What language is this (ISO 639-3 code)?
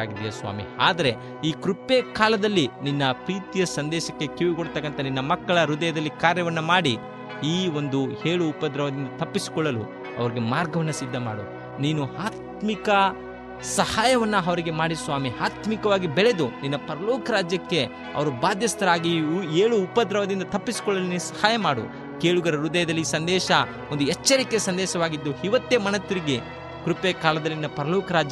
kan